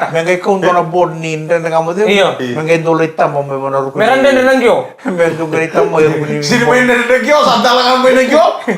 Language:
Fijian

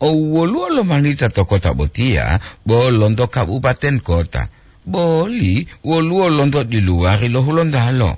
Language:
Gorontalo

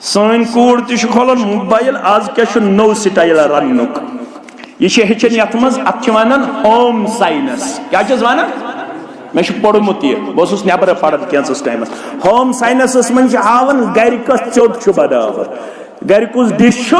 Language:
Kashmiri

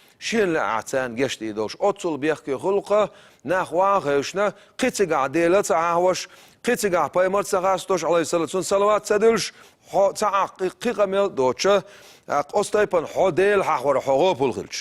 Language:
Chechen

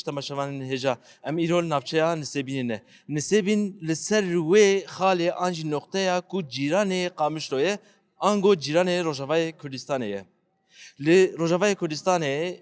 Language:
Kurdish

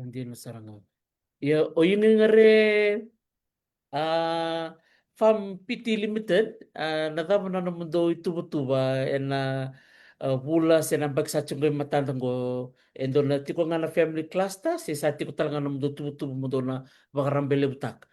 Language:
Fijian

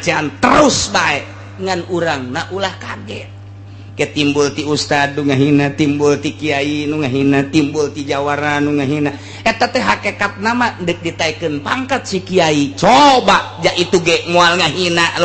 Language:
Sundanese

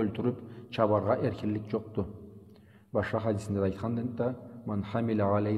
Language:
Karachay-Balkar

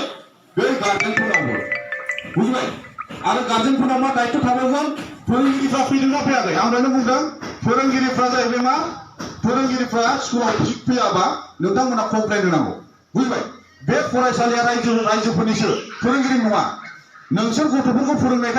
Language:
Bodo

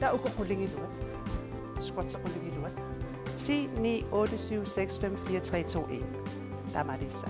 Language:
Kalaallisut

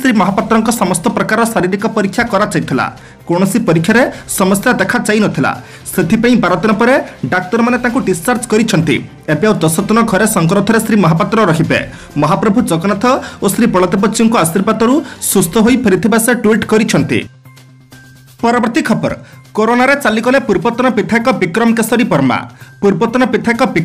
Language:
Odia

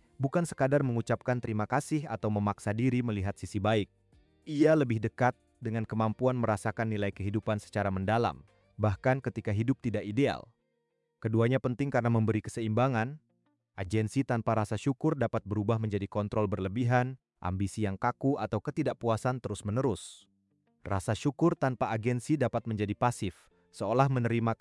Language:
Indonesian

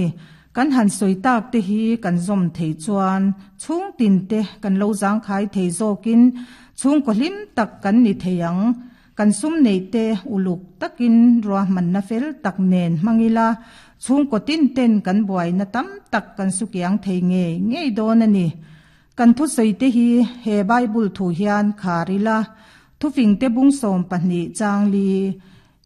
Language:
Mizo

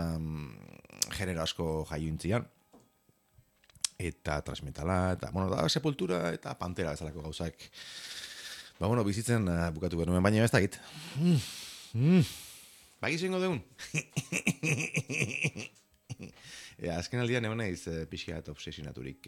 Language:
Basque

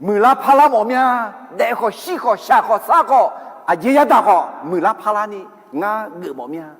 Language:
Akha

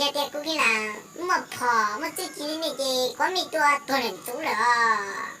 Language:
Hmong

